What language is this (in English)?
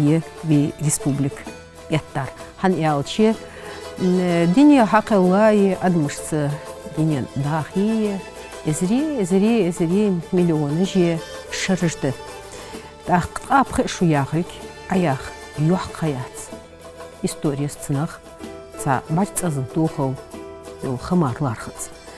Ingush